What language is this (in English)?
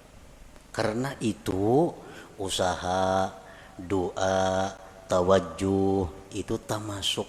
Banjar